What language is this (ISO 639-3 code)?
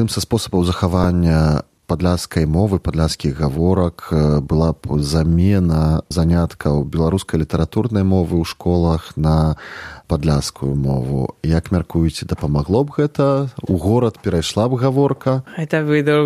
bel